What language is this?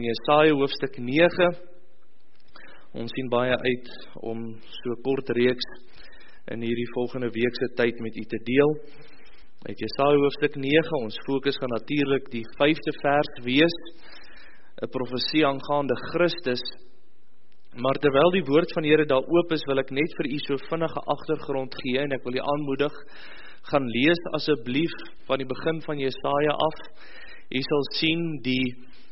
Afrikaans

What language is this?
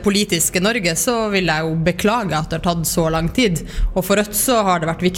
Norwegian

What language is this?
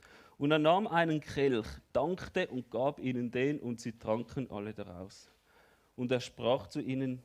Swiss German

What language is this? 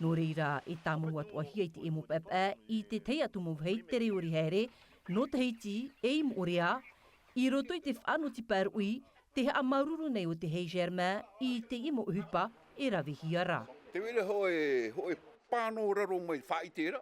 Tahitian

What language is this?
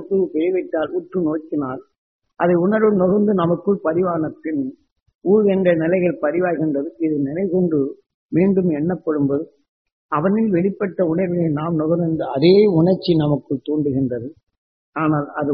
Tamil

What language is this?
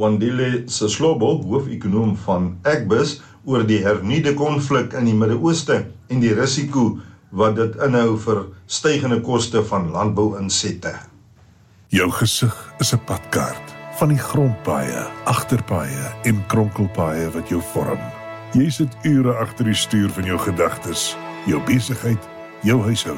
Afrikaans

